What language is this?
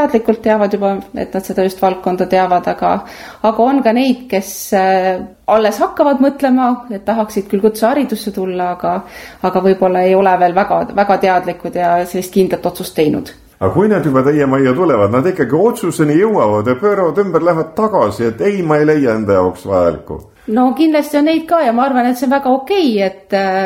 Estonian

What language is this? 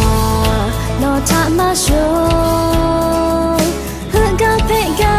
Lahu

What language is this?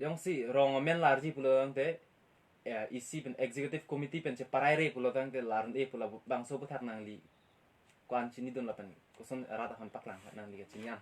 Karbi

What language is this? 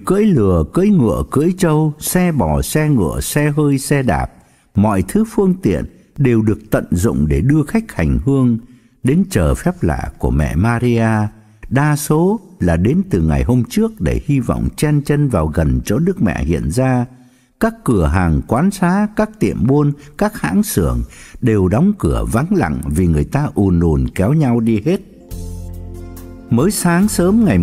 Vietnamese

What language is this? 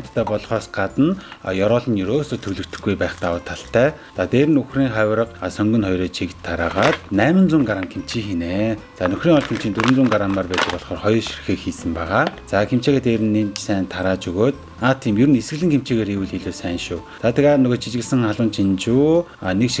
Mongolian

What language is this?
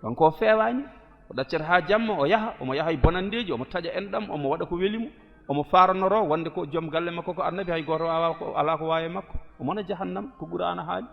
Fula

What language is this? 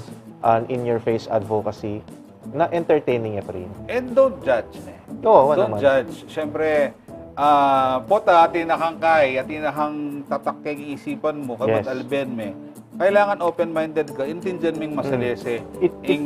Pampanga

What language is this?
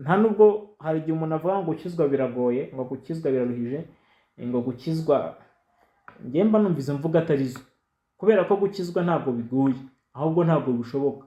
Kinyarwanda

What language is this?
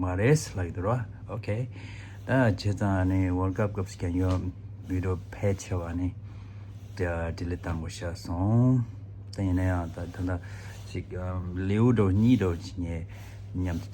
Tibetan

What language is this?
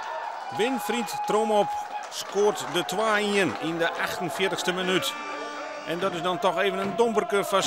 Western Frisian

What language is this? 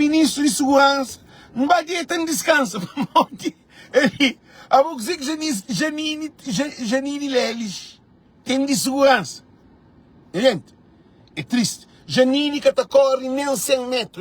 Kabuverdianu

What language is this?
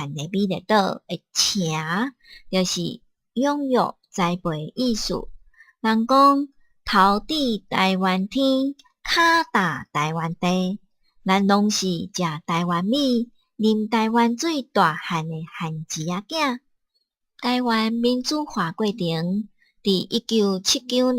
Min Nan Chinese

